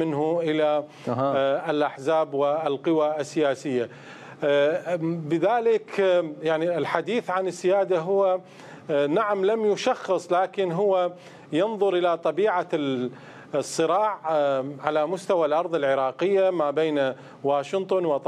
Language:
Mesopotamian Arabic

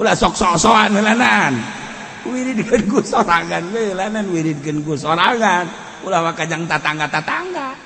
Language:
Sundanese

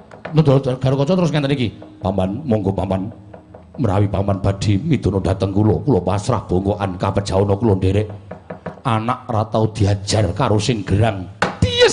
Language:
Javanese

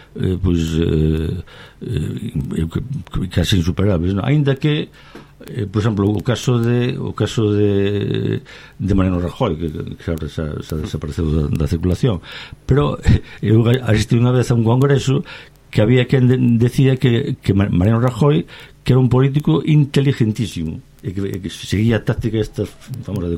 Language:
Galician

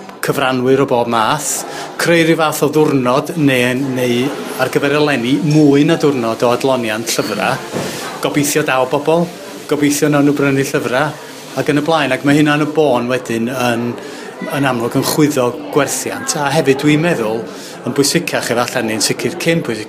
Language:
Welsh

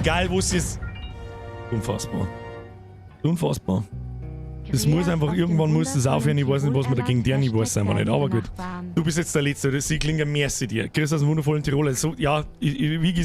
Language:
Bavarian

